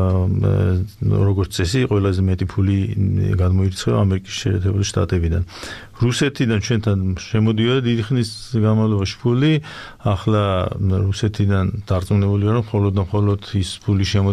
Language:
Georgian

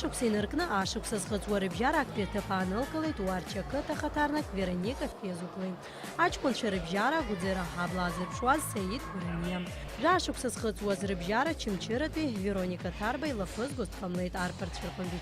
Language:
Abkhazian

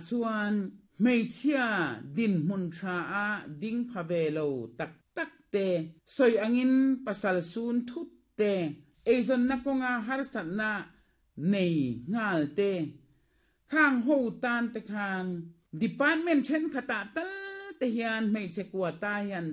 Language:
Mizo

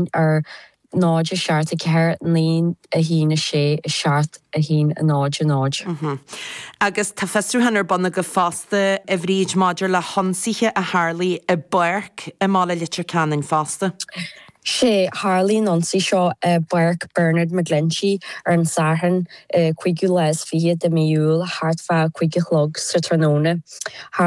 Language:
Irish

